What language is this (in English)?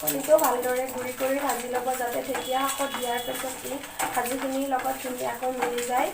Assamese